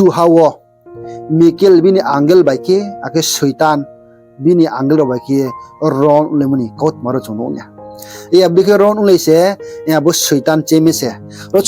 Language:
Riang (India)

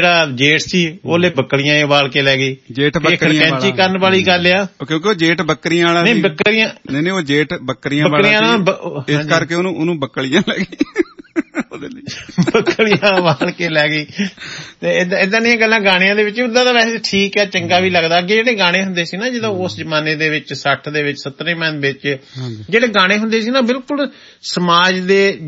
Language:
Punjabi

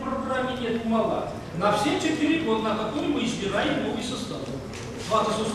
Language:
Chuvash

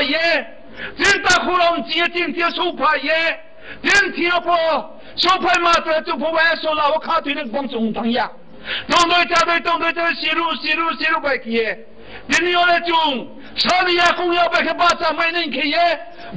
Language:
Riang (India)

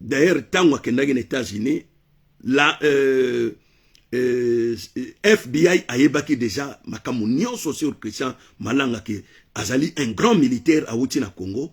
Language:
Lingala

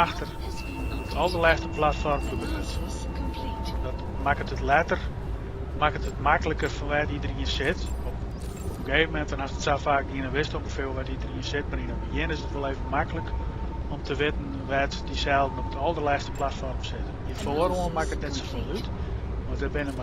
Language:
Western Frisian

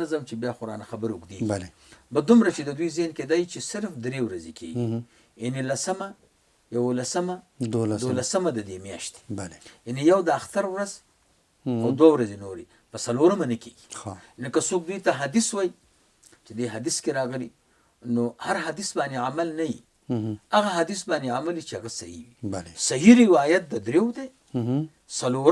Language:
Pashto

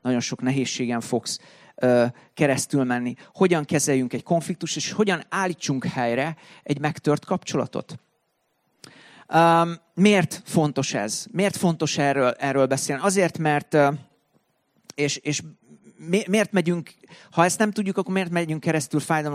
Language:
Hungarian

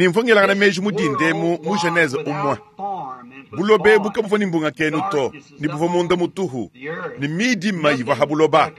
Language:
Luba-Lulua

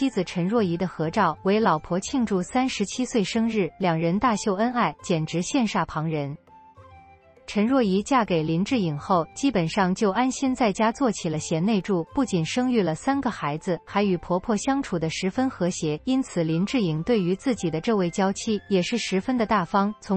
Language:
Chinese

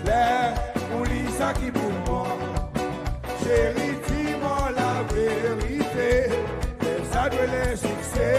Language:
Seselwa Creole French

